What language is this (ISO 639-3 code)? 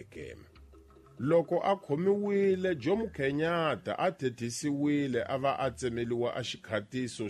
tso